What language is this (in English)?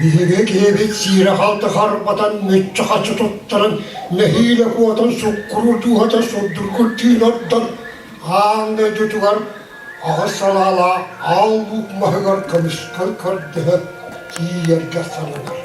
Yakut